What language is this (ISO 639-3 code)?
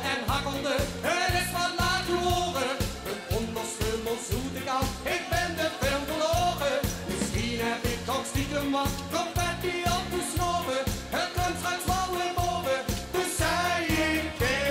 lim